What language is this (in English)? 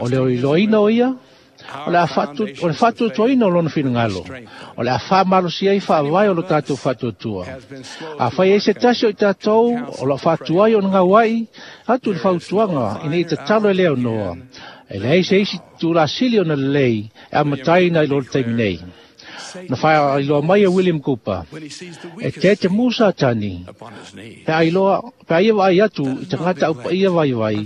Samoan